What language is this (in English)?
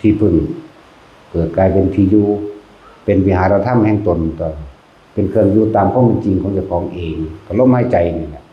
Northeastern Thai